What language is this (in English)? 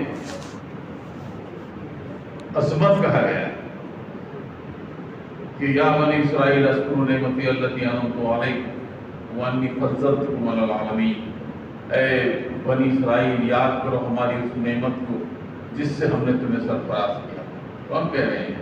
Urdu